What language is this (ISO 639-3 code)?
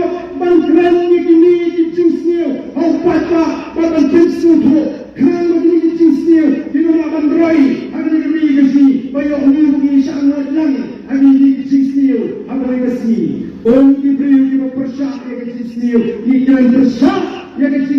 kha